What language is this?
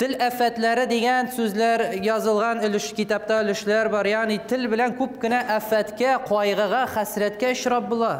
Tatar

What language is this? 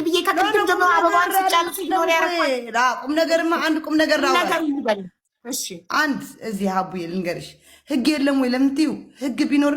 Amharic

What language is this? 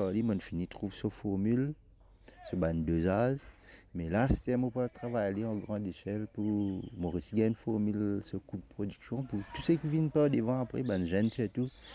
Morisyen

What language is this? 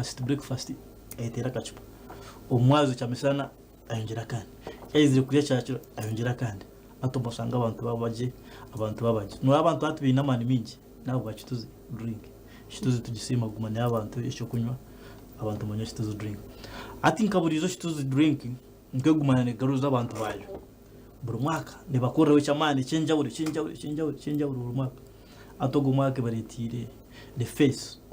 Nyankole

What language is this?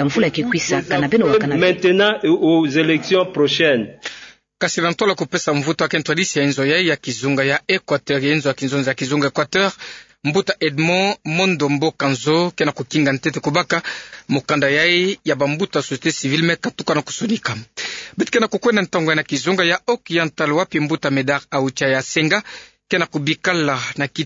Kituba (Democratic Republic of Congo)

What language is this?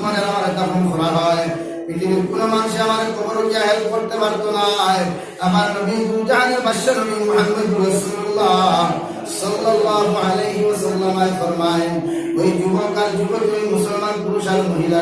Sylheti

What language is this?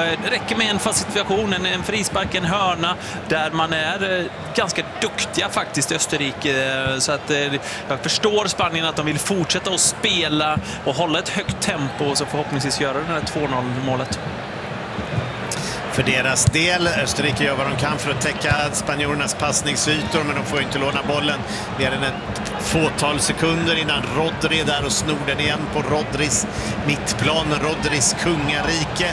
Swedish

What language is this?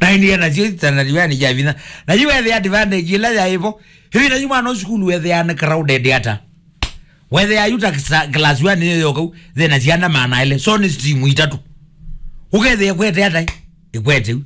Kamba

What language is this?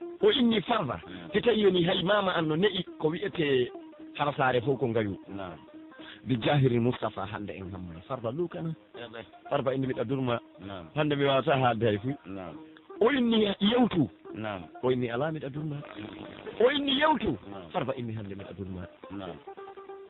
Pular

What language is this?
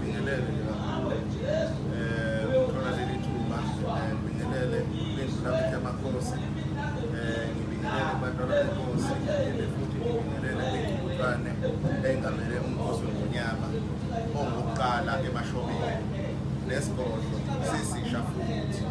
Zulu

